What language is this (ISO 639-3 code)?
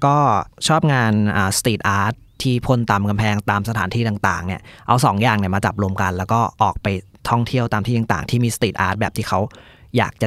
tha